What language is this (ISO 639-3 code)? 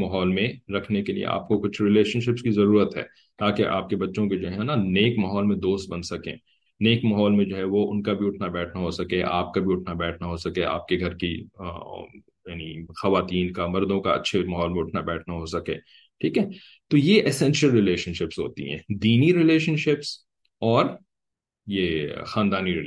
urd